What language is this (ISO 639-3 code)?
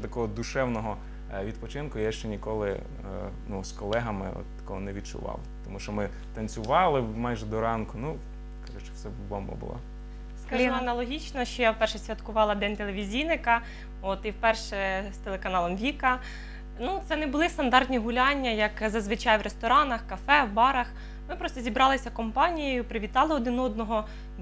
ukr